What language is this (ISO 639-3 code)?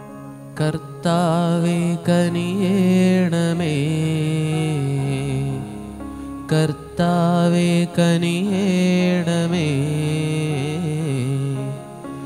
mal